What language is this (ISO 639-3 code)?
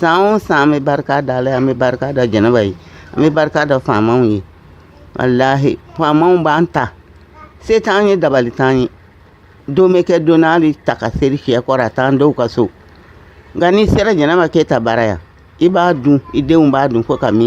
bam